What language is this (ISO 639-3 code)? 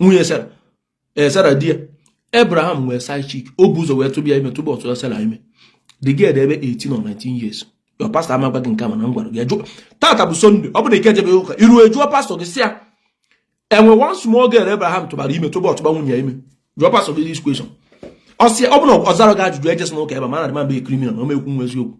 ibo